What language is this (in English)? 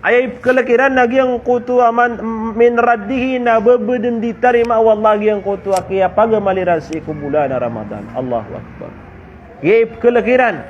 Maranao